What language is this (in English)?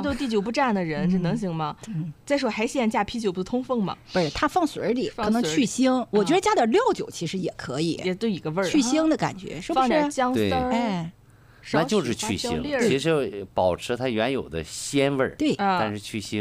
Chinese